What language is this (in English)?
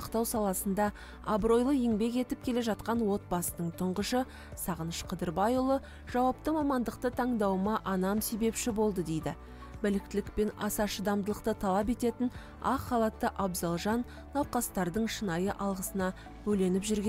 Kazakh